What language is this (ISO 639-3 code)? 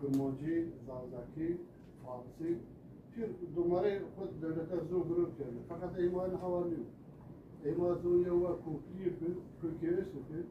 kur